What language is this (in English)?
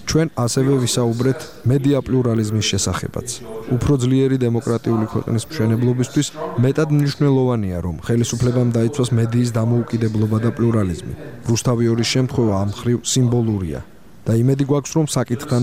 Georgian